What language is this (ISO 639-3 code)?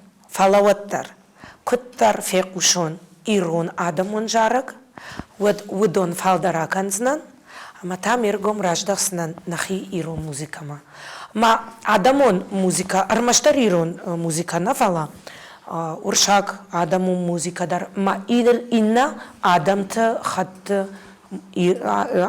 oss